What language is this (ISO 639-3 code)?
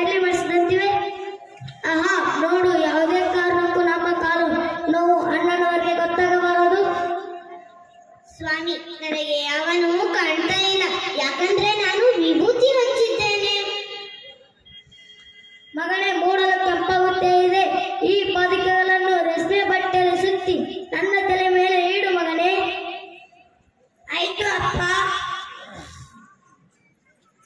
kan